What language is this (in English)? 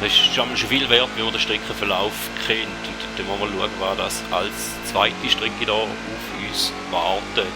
Swiss German